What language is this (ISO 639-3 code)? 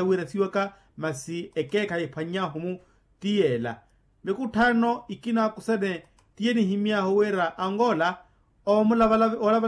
vmw